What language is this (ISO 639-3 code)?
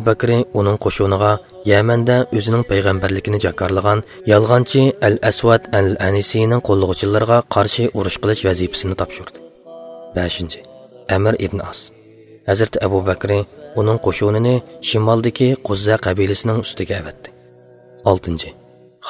uig